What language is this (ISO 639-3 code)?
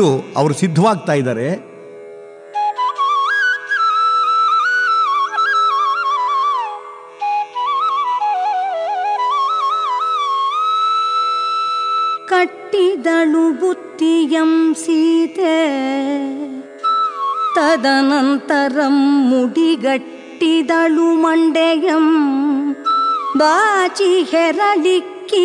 kan